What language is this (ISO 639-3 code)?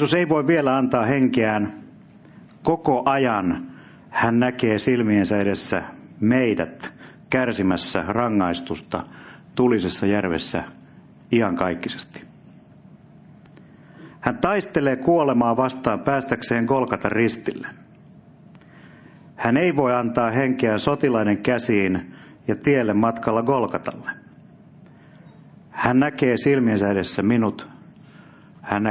fin